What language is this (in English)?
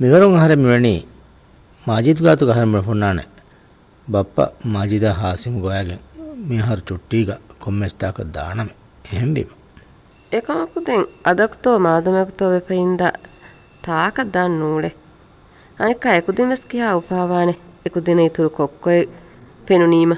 Divehi